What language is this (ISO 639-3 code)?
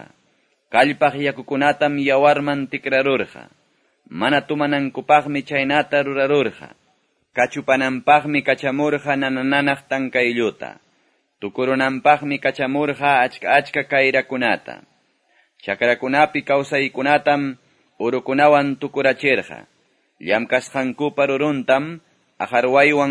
que